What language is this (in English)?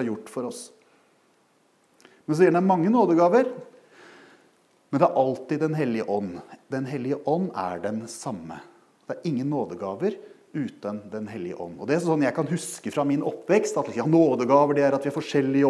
Norwegian